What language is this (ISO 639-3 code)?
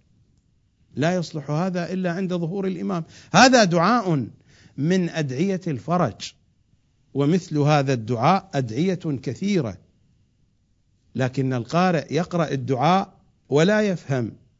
ara